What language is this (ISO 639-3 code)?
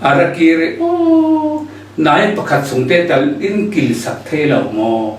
cfm